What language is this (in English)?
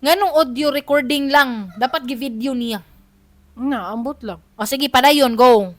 Cebuano